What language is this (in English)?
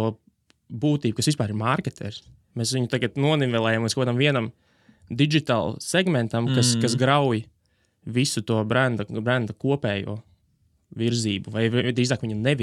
Latvian